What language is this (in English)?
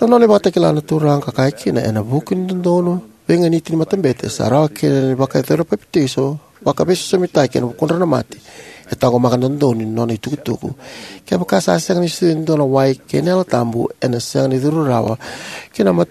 Fijian